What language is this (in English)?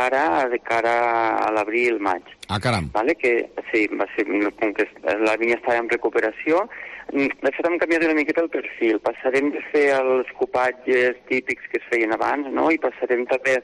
Catalan